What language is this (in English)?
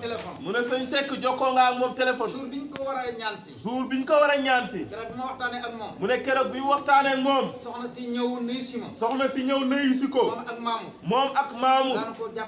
Wolof